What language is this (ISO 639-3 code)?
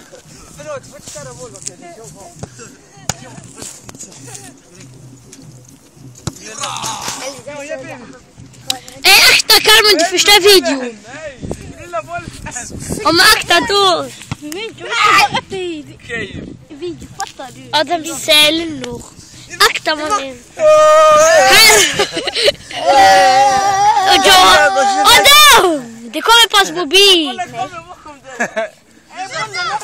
swe